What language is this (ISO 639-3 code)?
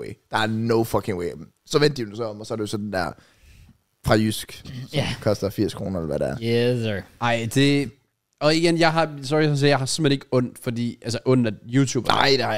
dan